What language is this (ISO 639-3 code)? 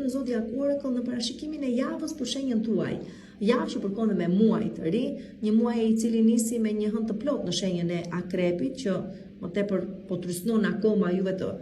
sqi